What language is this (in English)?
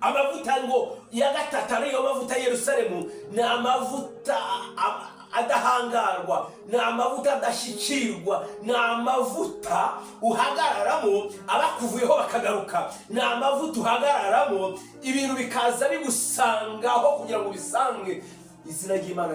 Kinyarwanda